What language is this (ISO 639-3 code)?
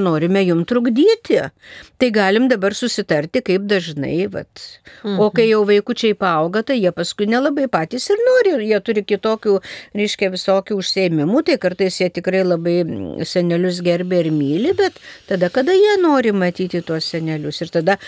lit